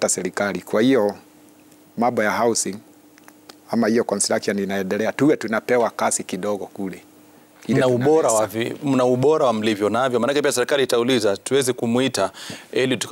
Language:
Swahili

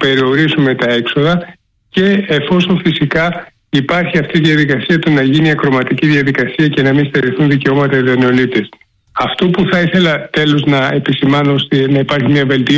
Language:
Greek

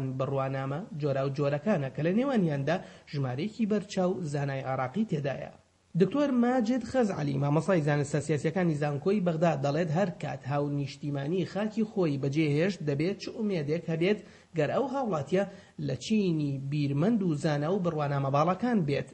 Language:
Central Kurdish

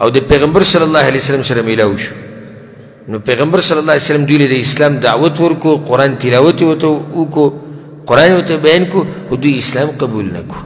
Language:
Pashto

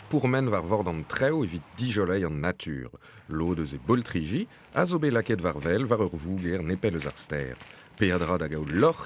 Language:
Breton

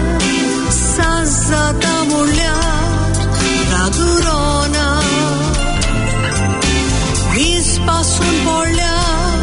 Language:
Konkani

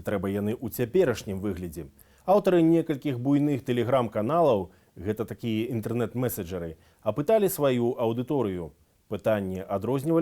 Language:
Belarusian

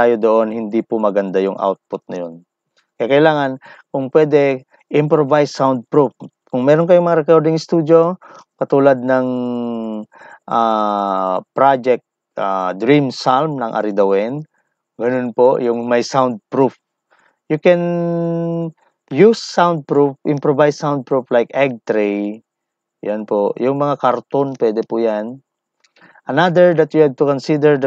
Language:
Filipino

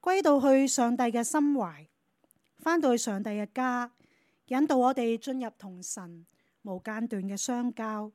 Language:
Cantonese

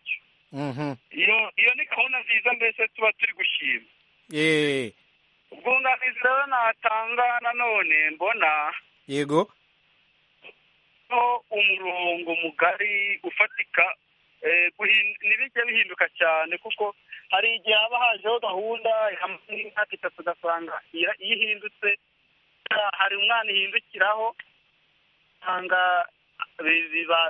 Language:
Kinyarwanda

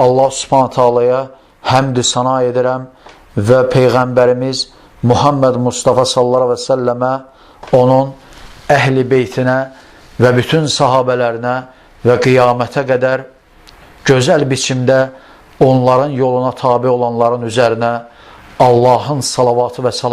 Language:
Azerbaijani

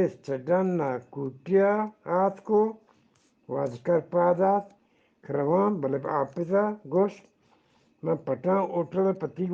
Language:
Eastern Balochi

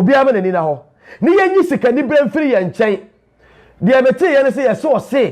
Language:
Akan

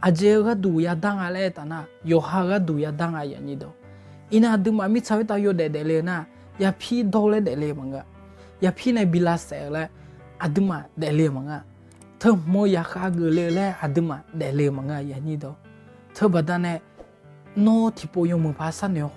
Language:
Akha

